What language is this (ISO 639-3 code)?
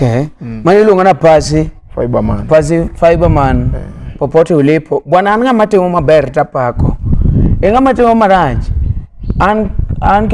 luo